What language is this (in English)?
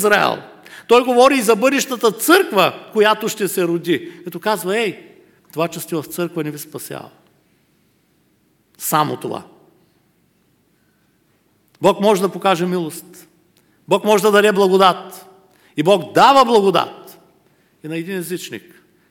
Bulgarian